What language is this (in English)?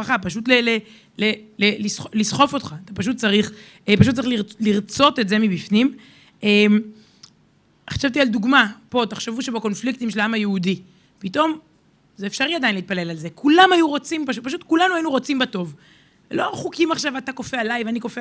Hebrew